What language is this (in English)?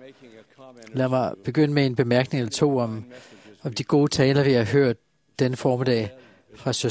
Danish